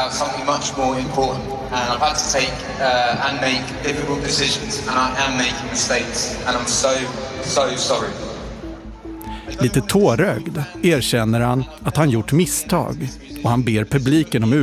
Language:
Swedish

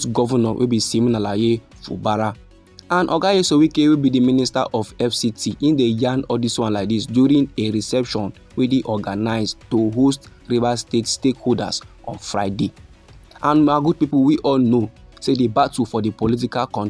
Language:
Nigerian Pidgin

